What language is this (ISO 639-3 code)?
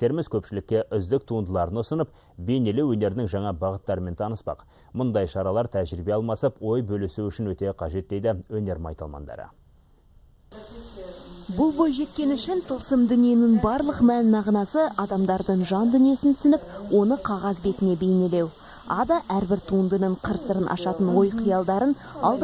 kaz